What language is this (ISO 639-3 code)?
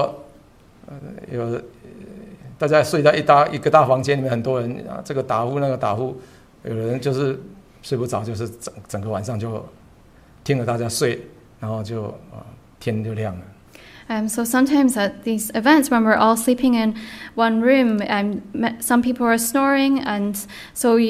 zho